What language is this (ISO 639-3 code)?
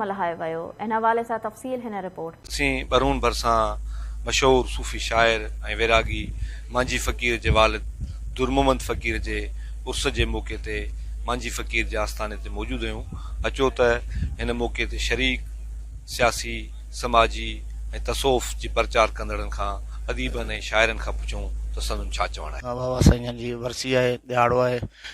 snd